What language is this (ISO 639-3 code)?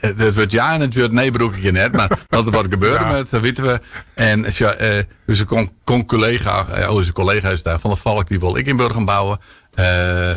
fry